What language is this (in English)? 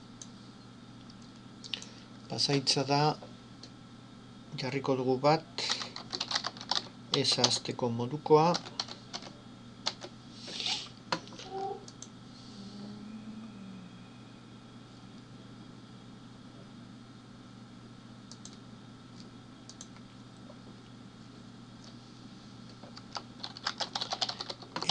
Basque